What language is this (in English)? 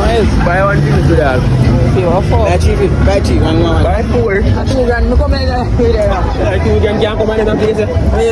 Jamaican Creole English